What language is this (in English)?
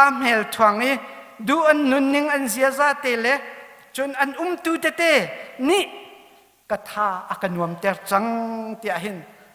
Hakha Chin